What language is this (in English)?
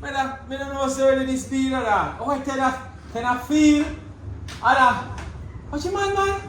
Jamaican Creole English